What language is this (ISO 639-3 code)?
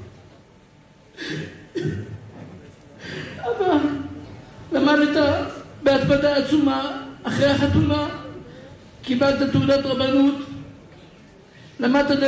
heb